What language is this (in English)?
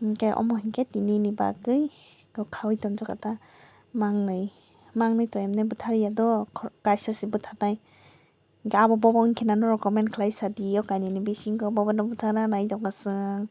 Kok Borok